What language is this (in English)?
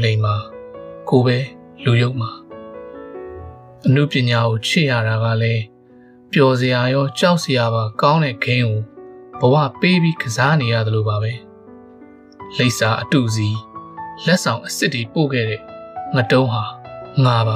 Burmese